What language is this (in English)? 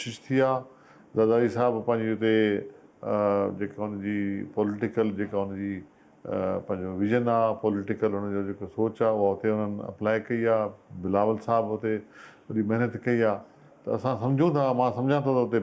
Sindhi